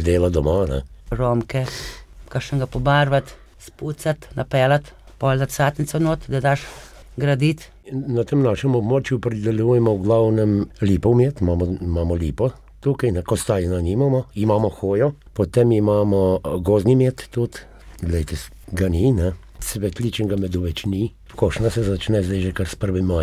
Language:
Slovenian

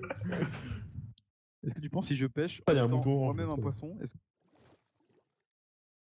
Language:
French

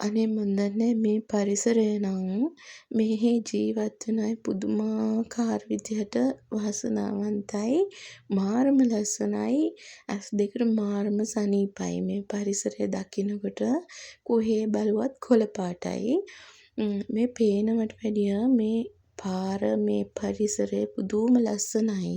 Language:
Sinhala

